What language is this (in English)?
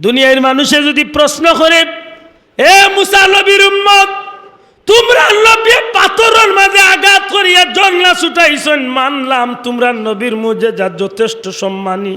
Sylheti